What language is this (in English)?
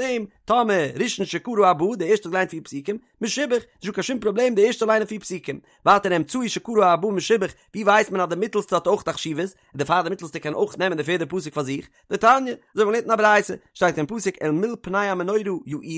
Yiddish